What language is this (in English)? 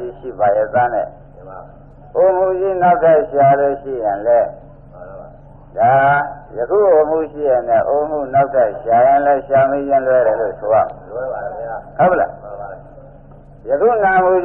Burmese